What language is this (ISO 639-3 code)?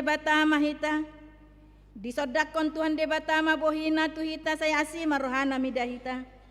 bbc